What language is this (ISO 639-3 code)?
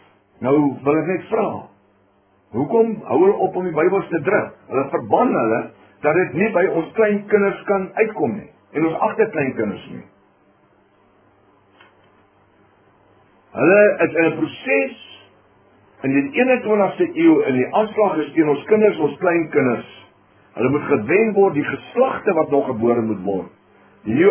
afr